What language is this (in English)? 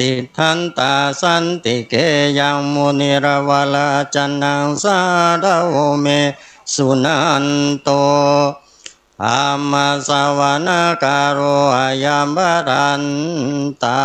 Pali